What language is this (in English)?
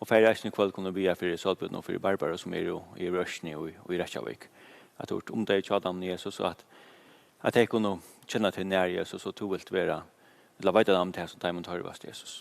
Faroese